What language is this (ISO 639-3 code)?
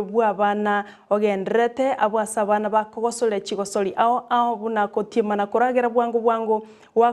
guz